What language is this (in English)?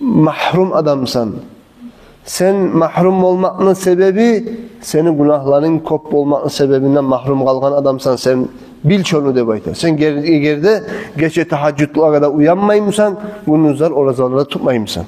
Kumyk